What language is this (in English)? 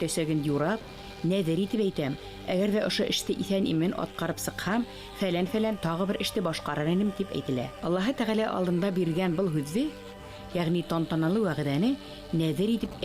Bashkir